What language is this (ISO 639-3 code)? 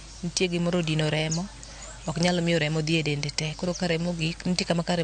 luo